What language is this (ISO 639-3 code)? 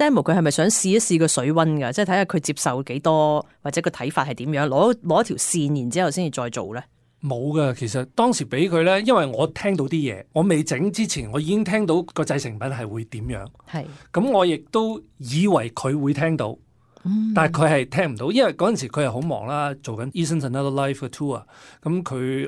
yue